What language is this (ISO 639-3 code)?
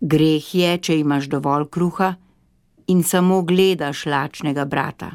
slv